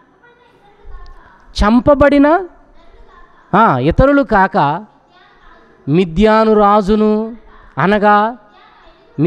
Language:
Telugu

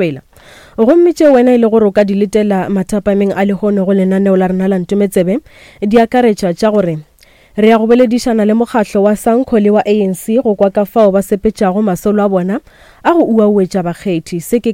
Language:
Northern Sotho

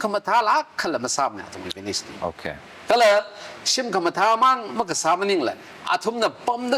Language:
Tangkhul Naga (India)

